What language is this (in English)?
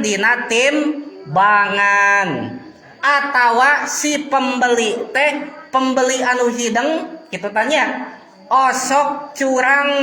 Sundanese